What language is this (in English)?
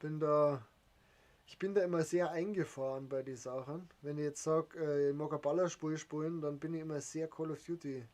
Bavarian